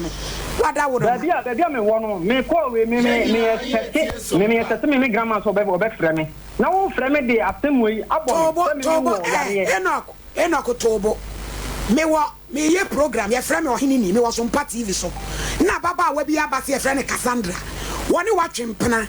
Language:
Akan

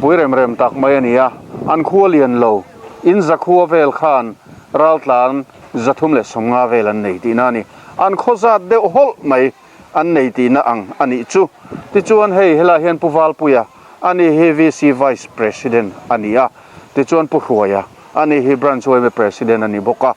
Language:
Mizo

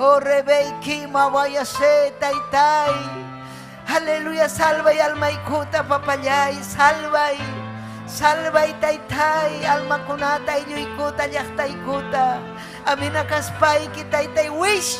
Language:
Ayacucho Quechua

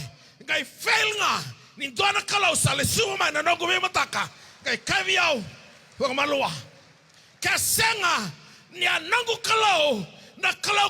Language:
Fijian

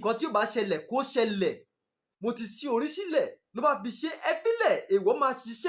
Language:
Yoruba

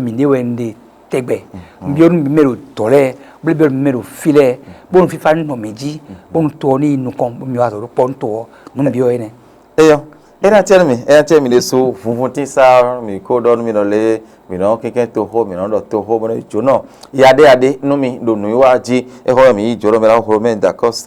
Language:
Fon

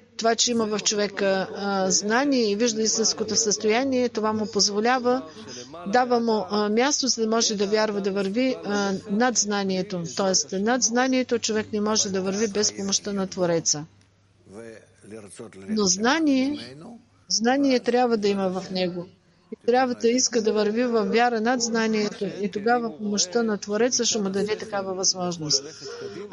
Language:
Bulgarian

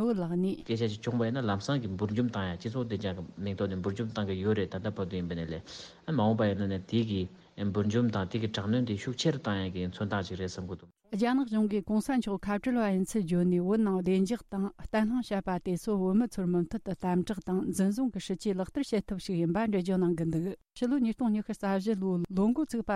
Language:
Tibetan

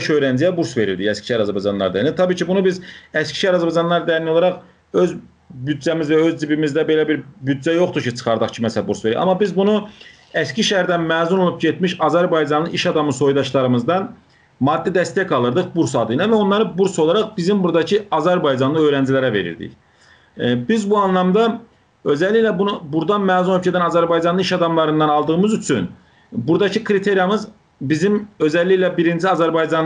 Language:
South Azerbaijani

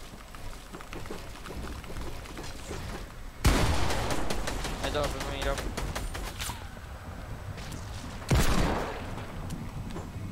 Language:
Swedish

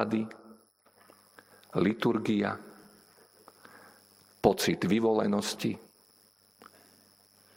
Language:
Slovak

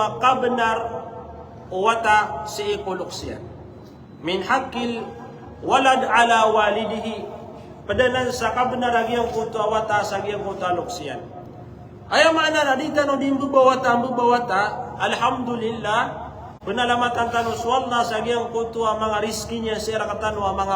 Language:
Maranao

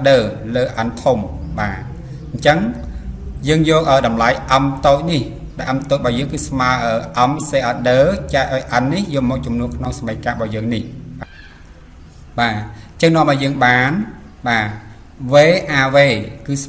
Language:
Khmer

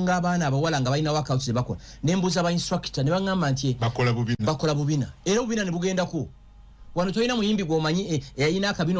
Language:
Ganda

